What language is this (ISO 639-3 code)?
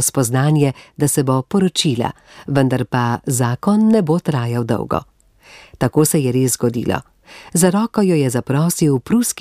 slv